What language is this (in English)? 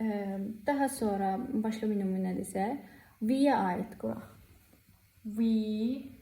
Azerbaijani